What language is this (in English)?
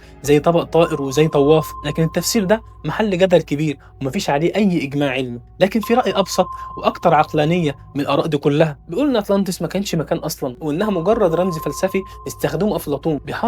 Egyptian Arabic